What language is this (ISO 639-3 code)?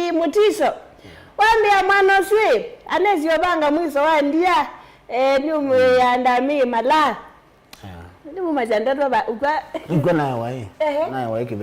kam